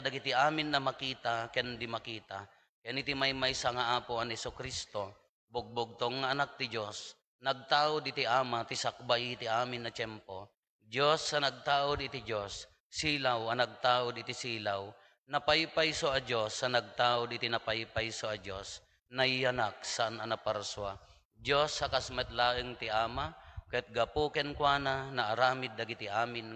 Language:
Iloko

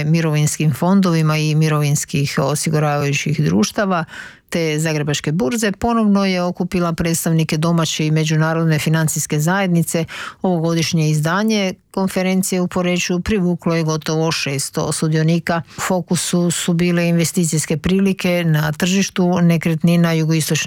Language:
Croatian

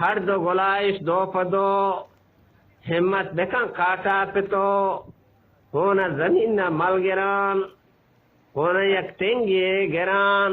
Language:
Eastern Balochi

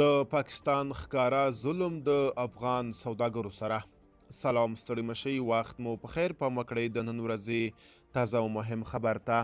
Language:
Pashto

